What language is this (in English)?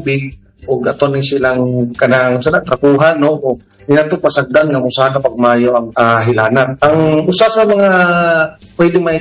Cebuano